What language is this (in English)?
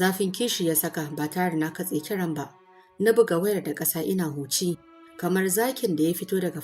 Hausa